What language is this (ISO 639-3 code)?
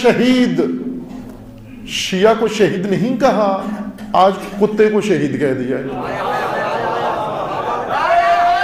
urd